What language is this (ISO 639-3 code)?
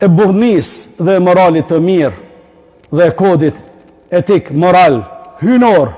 sqi